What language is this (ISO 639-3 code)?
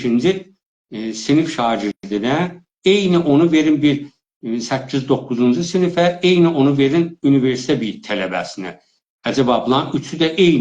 azb